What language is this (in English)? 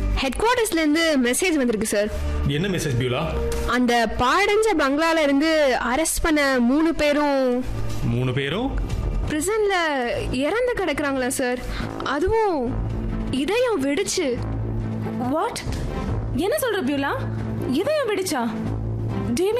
Tamil